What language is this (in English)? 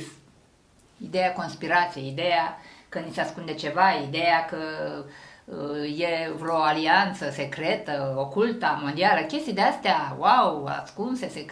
Romanian